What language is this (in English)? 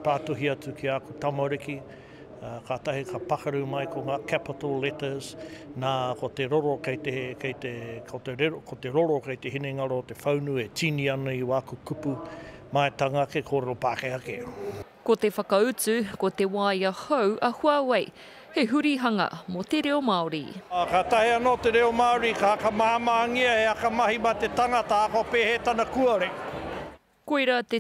Māori